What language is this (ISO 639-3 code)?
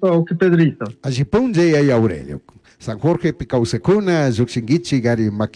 qug